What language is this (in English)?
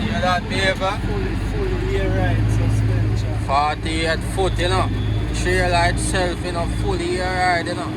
Jamaican Creole English